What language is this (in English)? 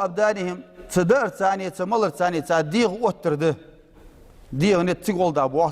Ingush